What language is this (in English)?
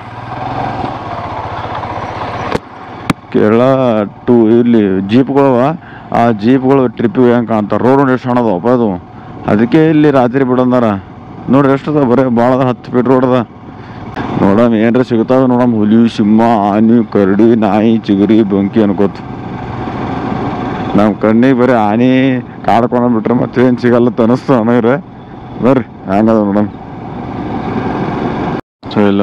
Kannada